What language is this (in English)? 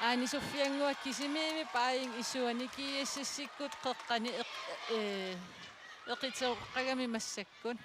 Kalaallisut